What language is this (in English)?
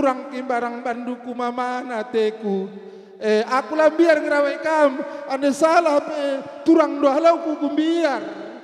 Batak Karo